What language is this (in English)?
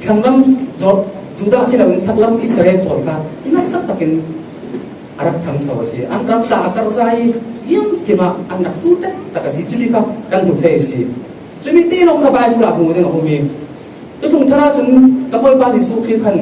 Falam Chin